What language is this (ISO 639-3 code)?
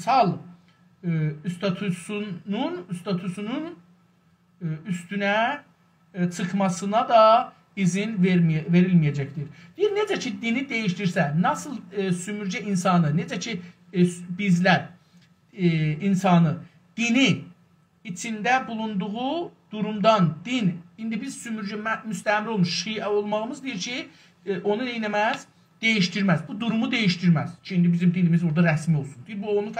azb